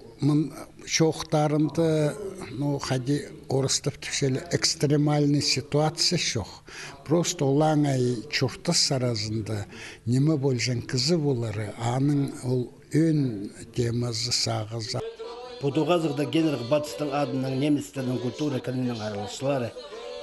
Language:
Khakas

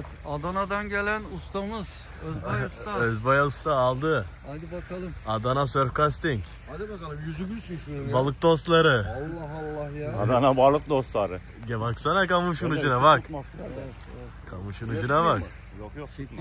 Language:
Turkish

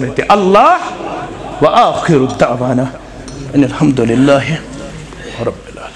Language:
Kashmiri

